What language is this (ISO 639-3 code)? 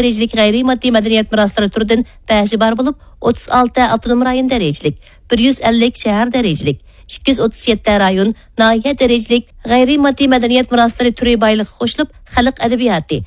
uig